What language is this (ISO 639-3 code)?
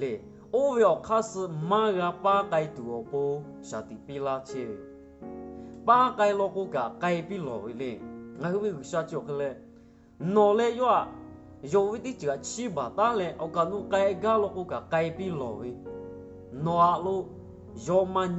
lhu